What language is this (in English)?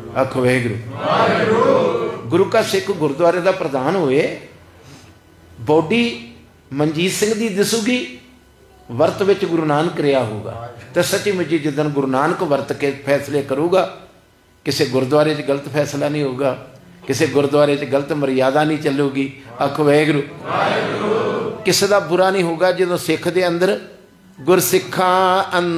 Punjabi